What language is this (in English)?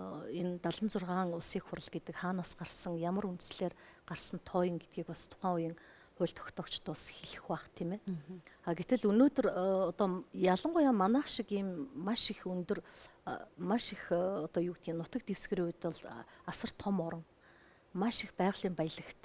Mongolian